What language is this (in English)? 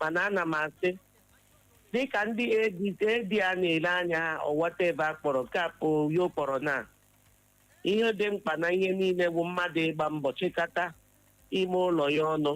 Igbo